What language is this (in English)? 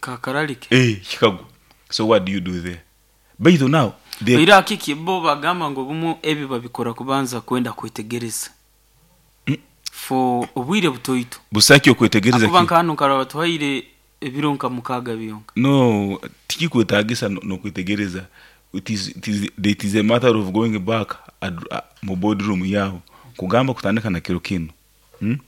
Nyoro